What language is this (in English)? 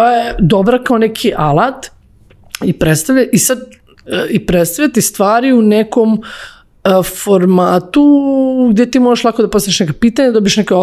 Serbian